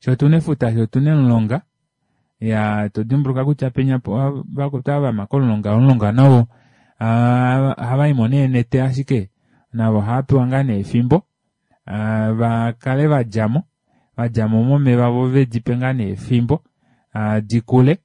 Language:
Kuanyama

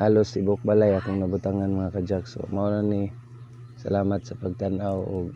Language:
Cebuano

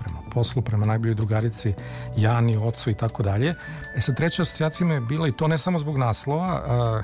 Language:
Serbian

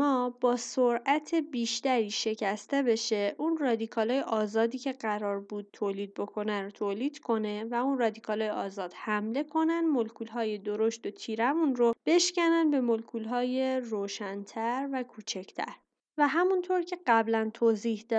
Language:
Persian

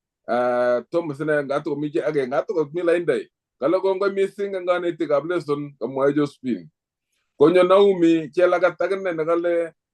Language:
Kalenjin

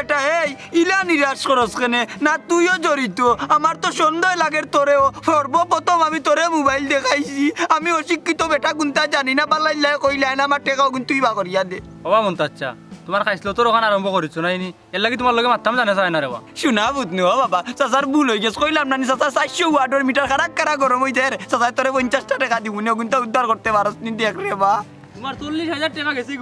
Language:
Sylheti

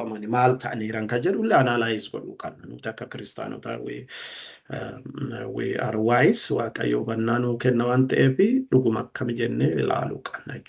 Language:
Oromo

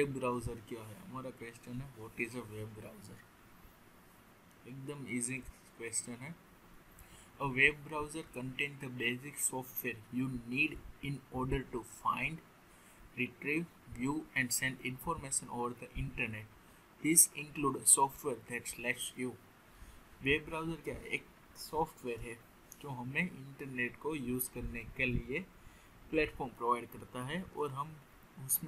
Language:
Hindi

